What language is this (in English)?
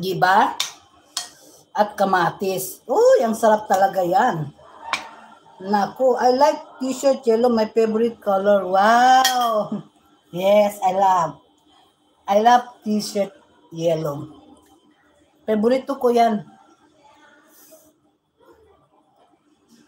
Filipino